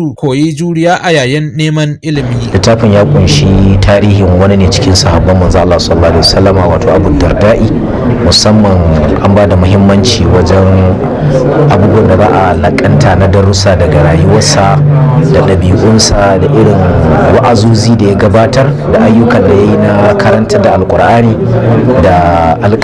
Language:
Hausa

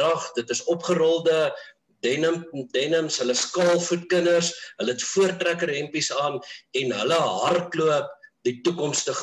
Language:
Afrikaans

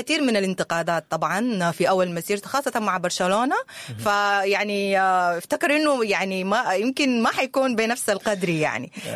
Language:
Sudanese Arabic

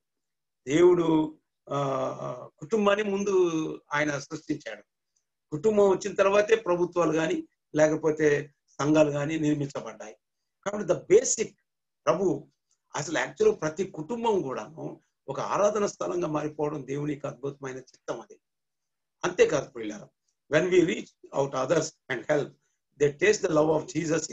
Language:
Telugu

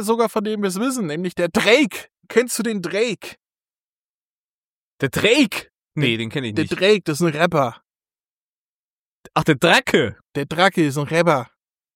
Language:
German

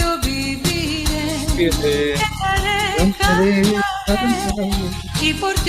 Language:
Ladino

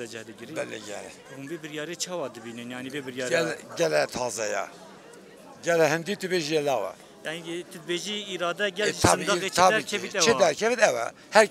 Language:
Kurdish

